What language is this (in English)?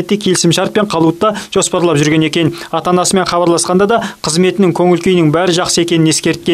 Kazakh